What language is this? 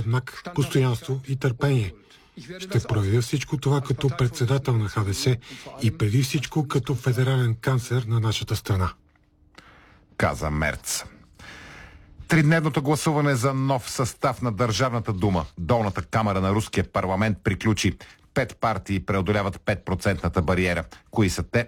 Bulgarian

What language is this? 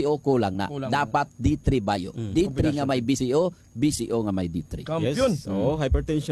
Hiligaynon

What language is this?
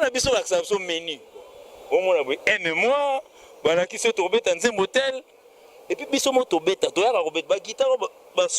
Lingala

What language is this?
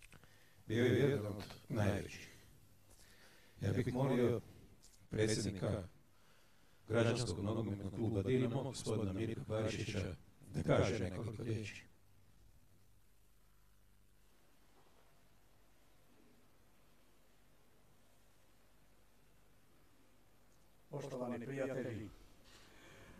Croatian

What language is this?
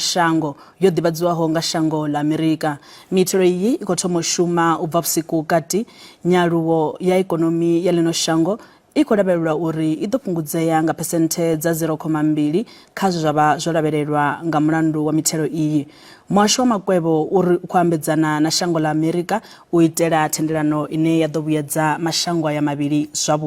Venda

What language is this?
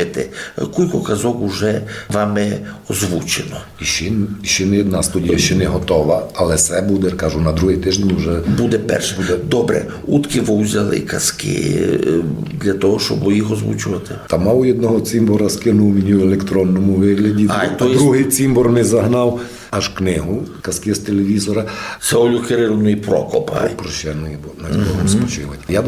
Rusyn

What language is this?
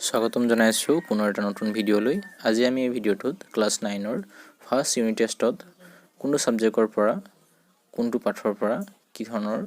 Assamese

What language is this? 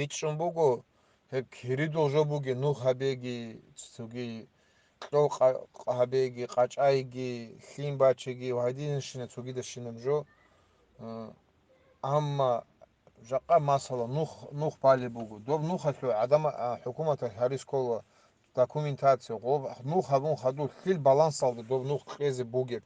Avaric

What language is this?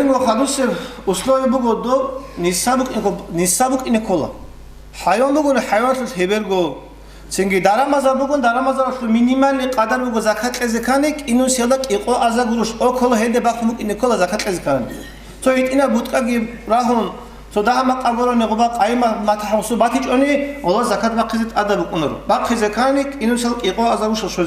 Avaric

